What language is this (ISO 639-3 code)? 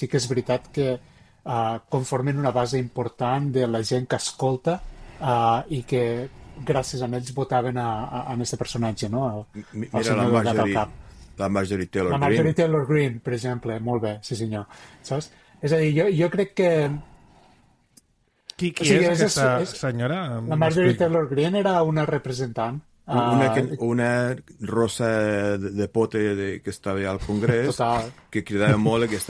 cat